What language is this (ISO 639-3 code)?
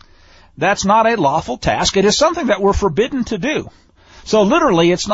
eng